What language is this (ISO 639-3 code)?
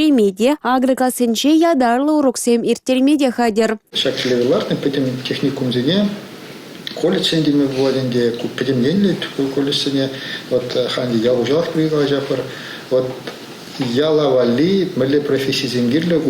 chv